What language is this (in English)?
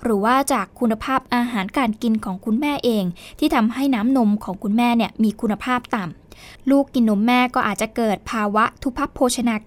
Thai